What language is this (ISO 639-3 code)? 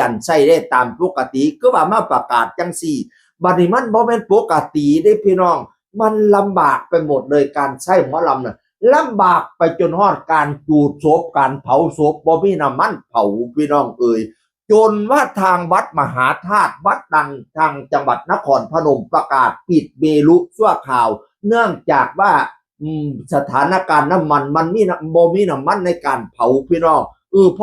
tts